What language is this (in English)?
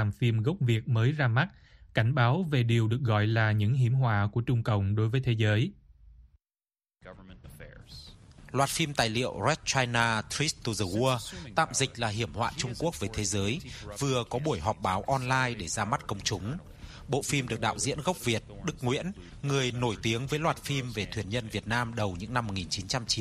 Vietnamese